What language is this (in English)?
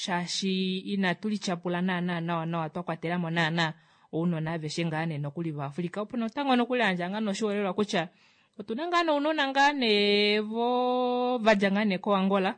Kuanyama